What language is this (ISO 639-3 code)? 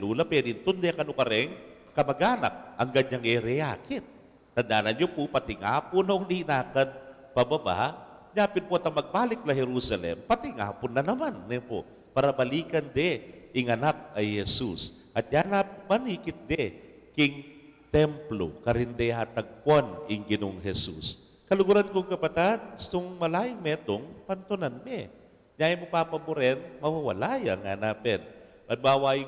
pam